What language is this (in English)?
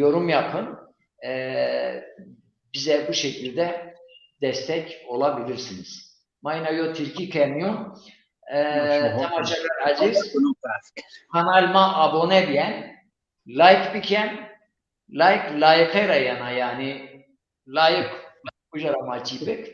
Zaza